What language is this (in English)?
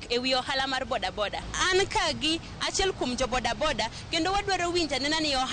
Luo (Kenya and Tanzania)